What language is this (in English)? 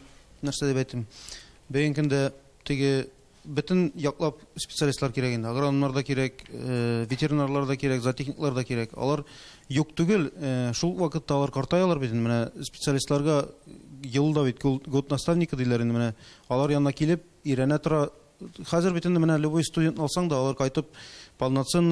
Tatar